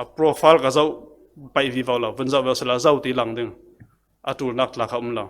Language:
Falam Chin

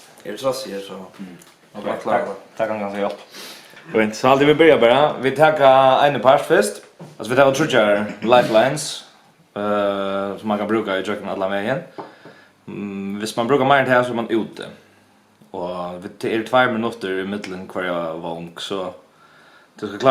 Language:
Faroese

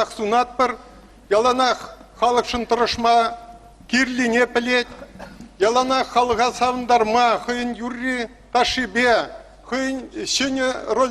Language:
Chuvash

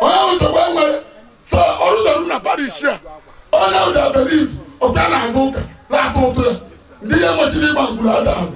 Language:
Igbo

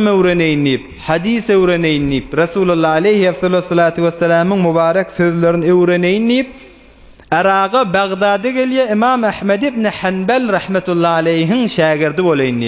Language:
Turkmen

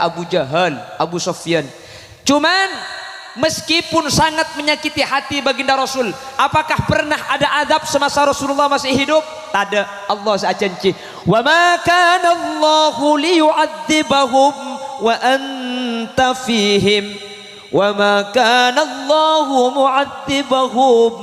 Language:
Madurese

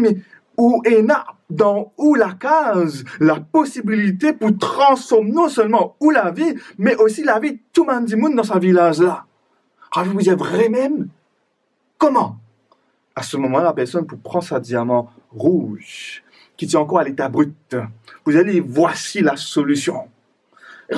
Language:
Morisyen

